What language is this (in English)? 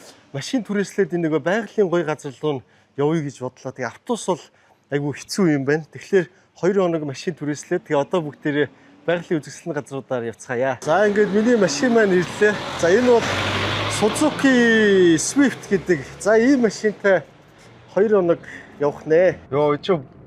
Mongolian